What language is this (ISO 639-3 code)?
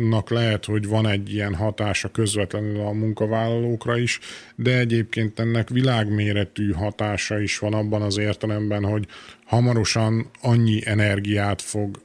hun